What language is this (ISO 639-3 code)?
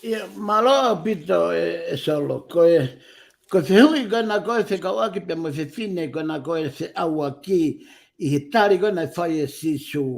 ton